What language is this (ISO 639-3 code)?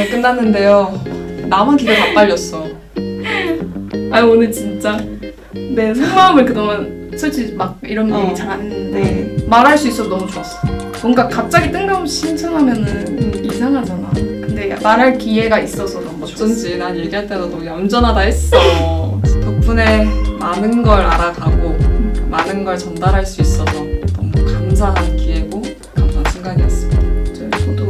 kor